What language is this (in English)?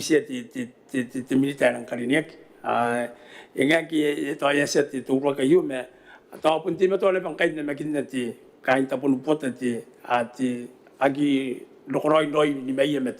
Gilbertese